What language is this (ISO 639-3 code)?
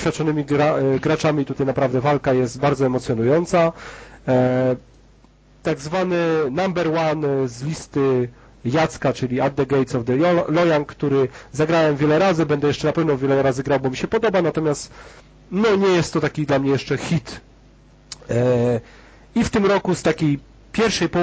pol